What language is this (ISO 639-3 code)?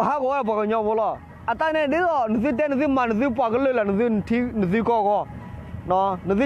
ksw